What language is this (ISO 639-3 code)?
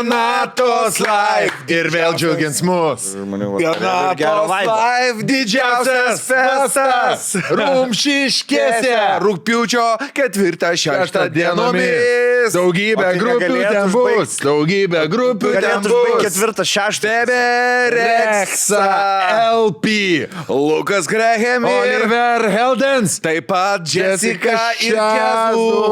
lit